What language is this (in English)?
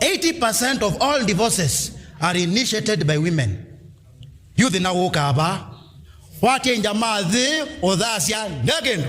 Kamba